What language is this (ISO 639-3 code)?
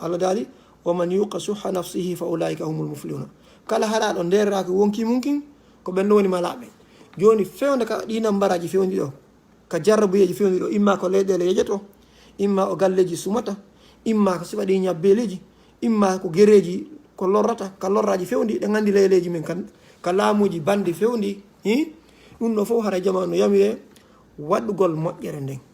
ful